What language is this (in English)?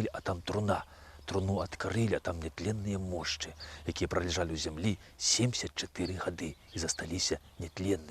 Belarusian